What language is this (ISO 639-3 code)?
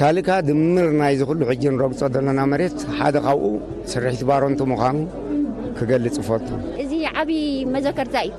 tir